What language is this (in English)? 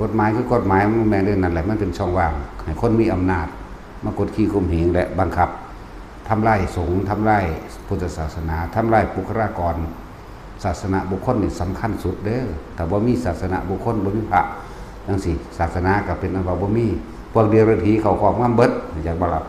Northeastern Thai